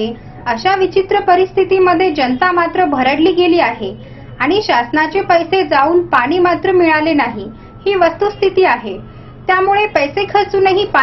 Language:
Marathi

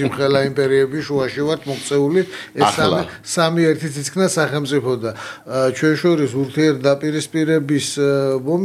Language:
Georgian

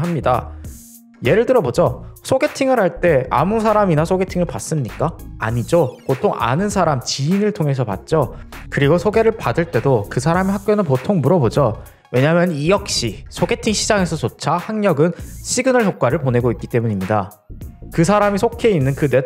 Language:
Korean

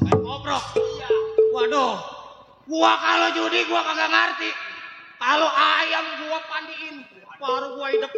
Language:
Betawi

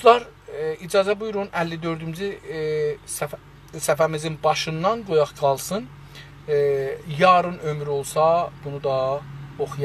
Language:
South Azerbaijani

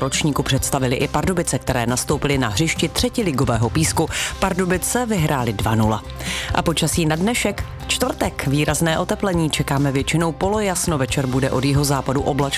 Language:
Czech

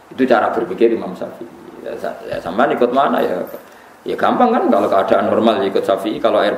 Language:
Indonesian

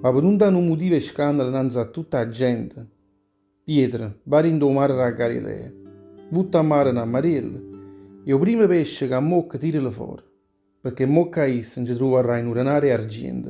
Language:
Neapolitan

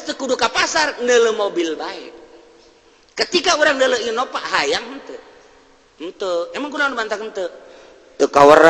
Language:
Sundanese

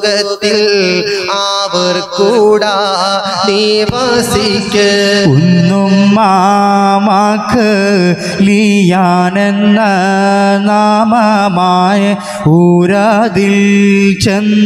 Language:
Malayalam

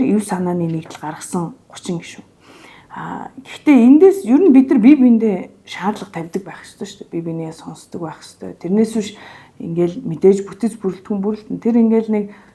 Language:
Mongolian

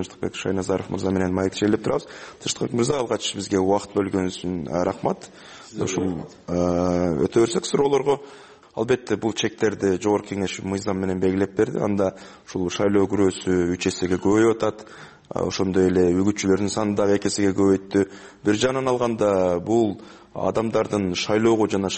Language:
Kyrgyz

